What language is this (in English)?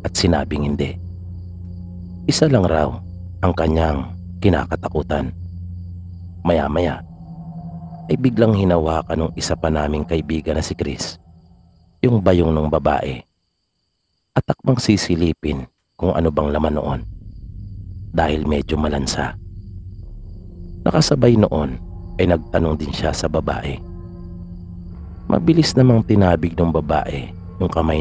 Filipino